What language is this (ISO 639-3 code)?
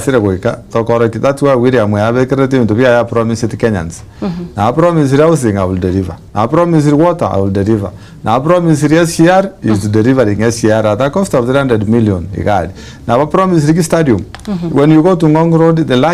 guz